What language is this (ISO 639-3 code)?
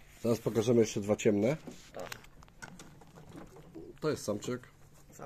pol